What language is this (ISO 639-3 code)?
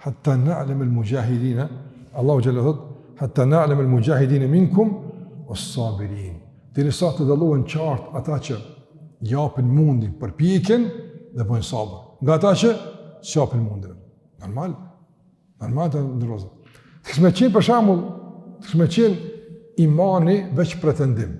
sqi